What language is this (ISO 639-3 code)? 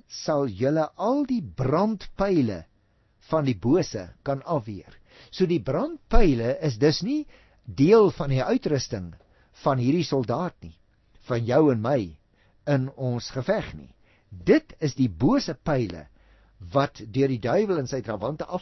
afr